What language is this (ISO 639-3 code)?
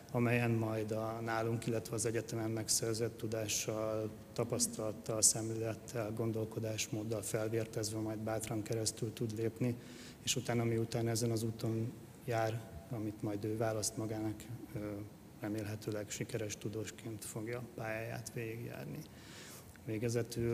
hun